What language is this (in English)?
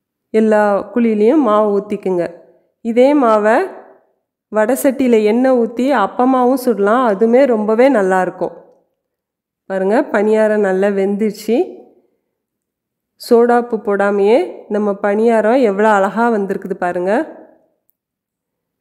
Tamil